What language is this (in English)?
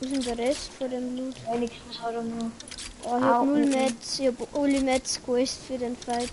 Bavarian